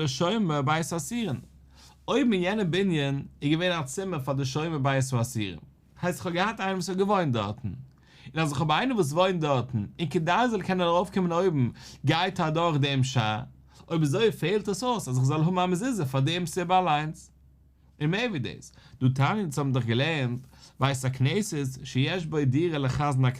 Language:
Yiddish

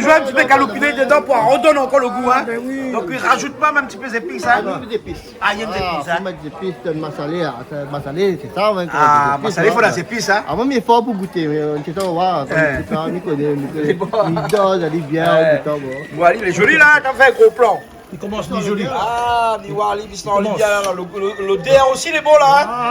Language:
Réunion Creole French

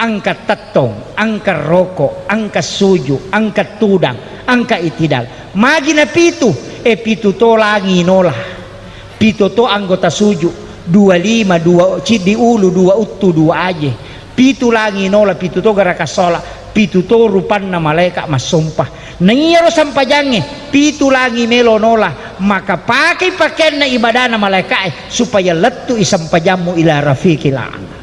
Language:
Buginese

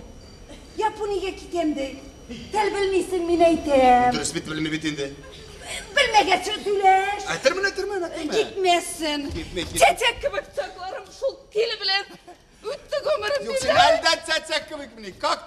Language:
Tatar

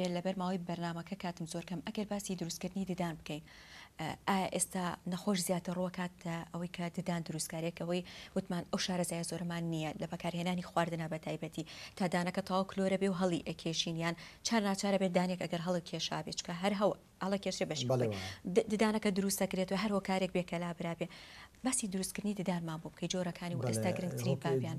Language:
Central Kurdish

